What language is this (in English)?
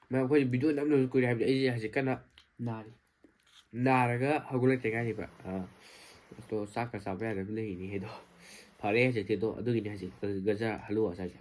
Manipuri